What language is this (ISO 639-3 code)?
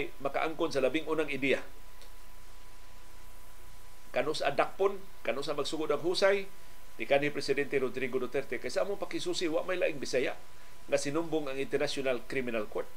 ceb